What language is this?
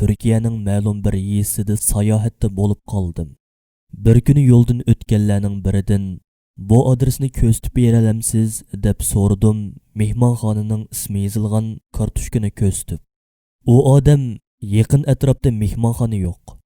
Uyghur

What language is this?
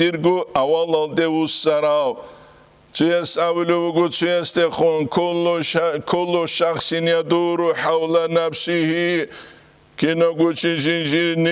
Avaric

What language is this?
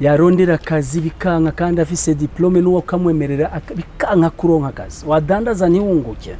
Rundi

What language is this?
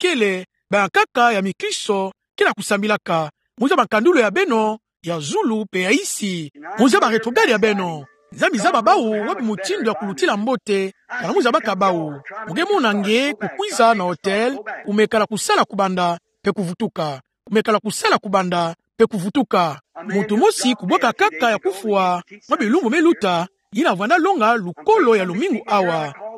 Kituba (Democratic Republic of Congo)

